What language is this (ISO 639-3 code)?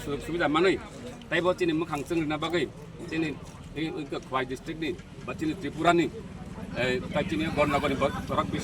trp